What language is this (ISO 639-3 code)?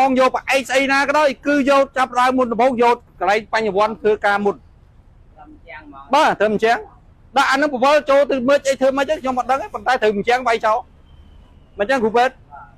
khm